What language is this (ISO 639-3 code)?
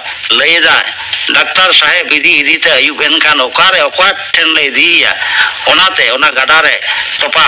sat